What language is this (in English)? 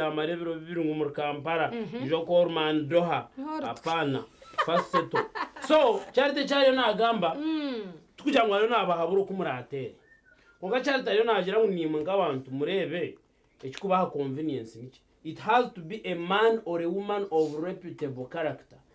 Nyankole